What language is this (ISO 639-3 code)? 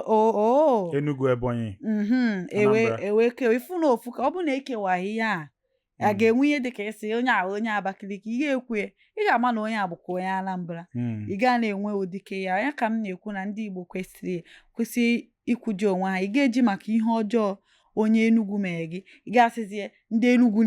ibo